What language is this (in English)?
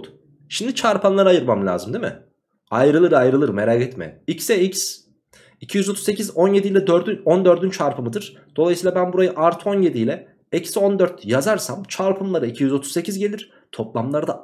Turkish